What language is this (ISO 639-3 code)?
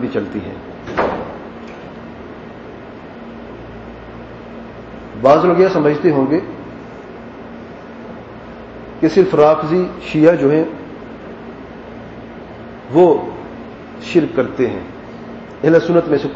urd